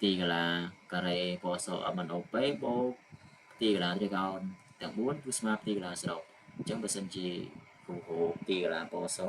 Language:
Khmer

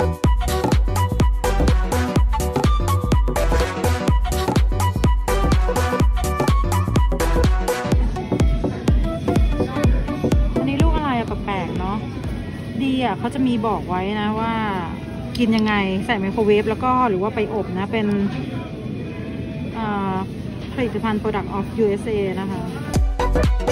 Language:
Thai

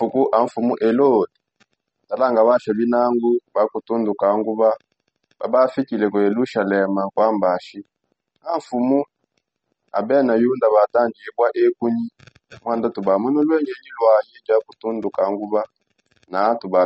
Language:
Songe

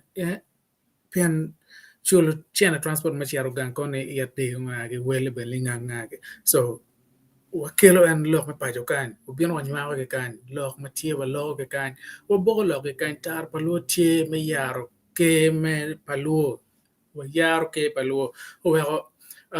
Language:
Acoli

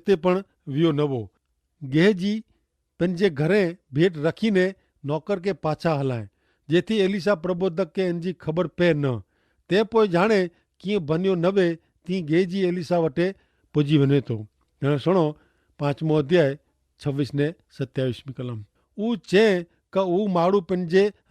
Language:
Kachhi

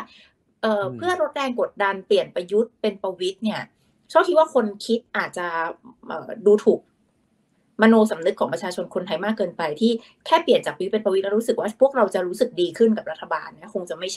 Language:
Thai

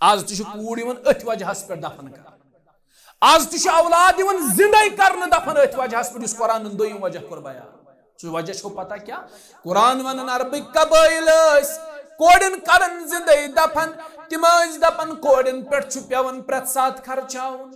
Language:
Kashmiri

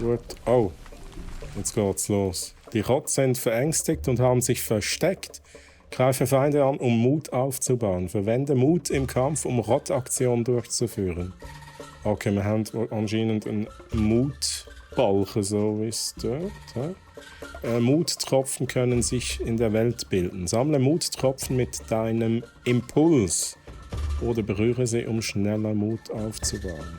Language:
Swiss German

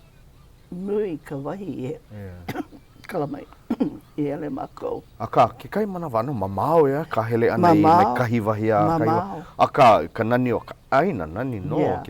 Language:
Hawaiian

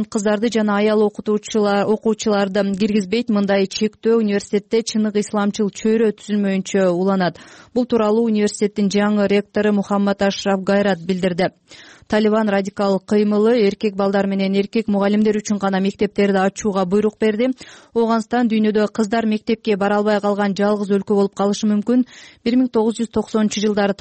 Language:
Kyrgyz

